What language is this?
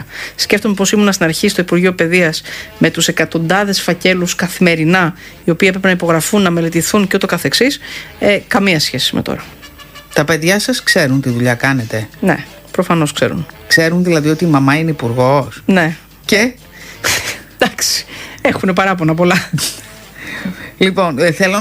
Greek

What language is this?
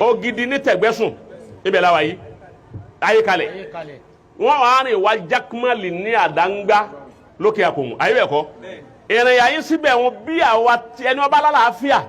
Yoruba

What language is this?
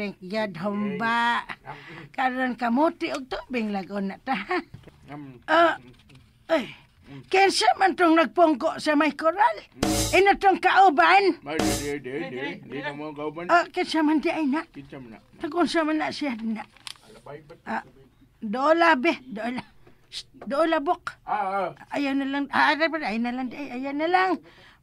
Cebuano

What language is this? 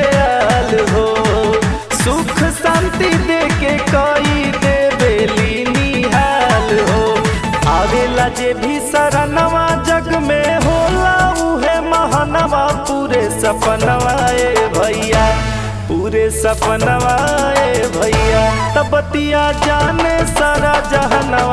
Bhojpuri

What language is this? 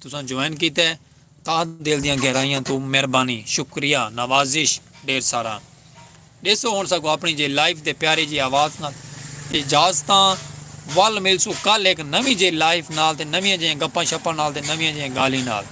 Saraiki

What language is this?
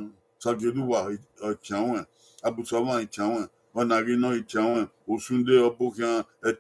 Bini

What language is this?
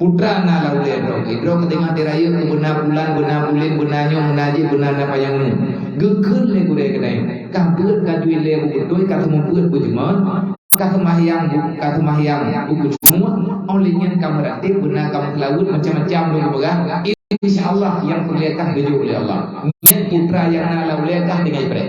Achinese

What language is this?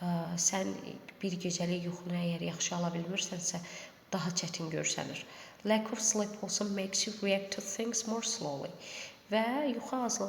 Azerbaijani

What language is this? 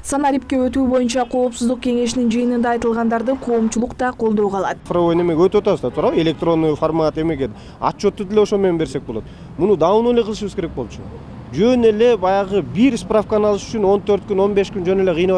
Kyrgyz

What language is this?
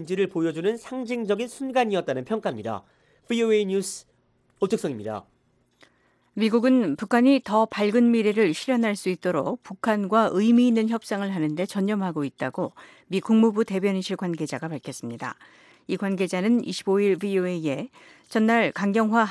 Korean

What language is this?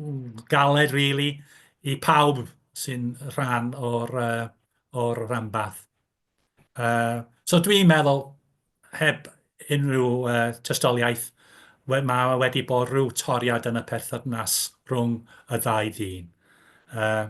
Welsh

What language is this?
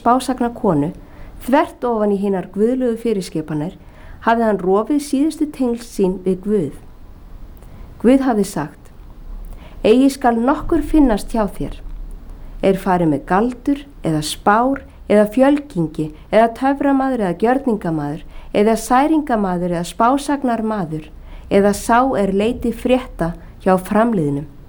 Icelandic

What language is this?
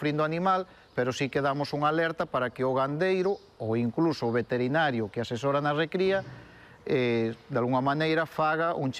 Galician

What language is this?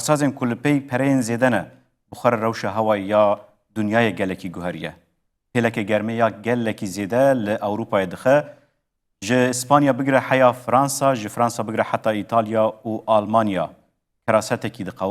Kurdish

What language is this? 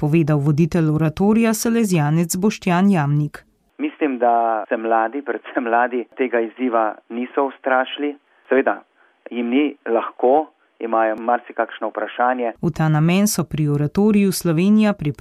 Slovenian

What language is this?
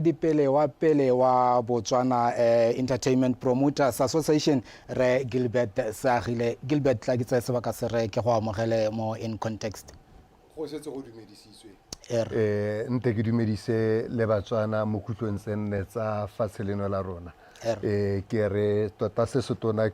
Tswana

